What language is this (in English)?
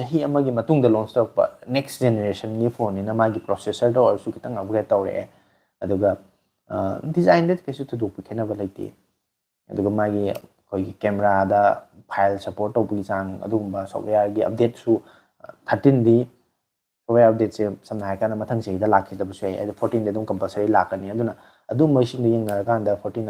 Manipuri